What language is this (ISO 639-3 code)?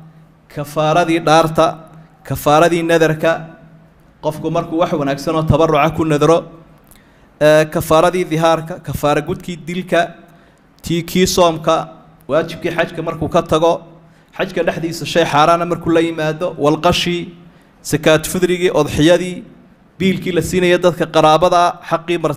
som